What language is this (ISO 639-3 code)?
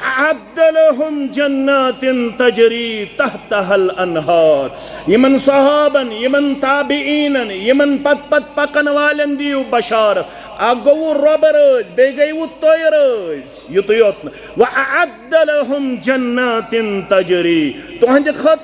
kas